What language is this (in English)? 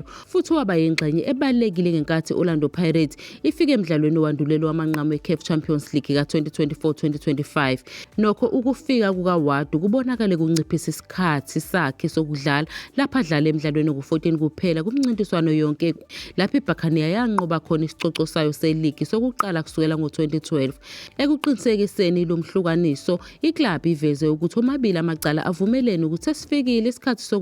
Zulu